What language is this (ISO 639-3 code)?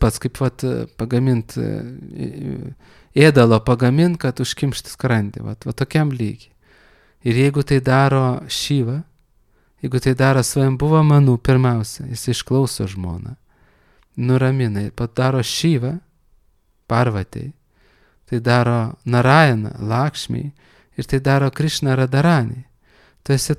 lit